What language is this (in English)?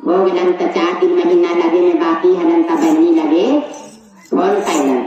Magahi